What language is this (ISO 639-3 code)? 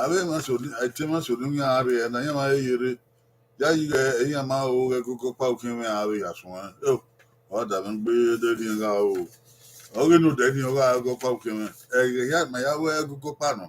bin